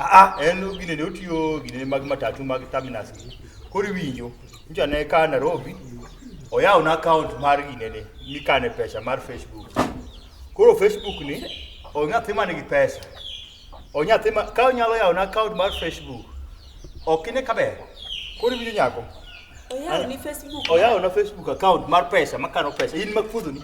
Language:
Luo (Kenya and Tanzania)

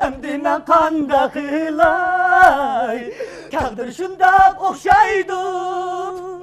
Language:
Uyghur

